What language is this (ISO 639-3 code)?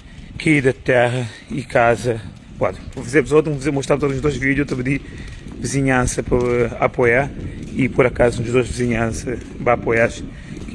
kea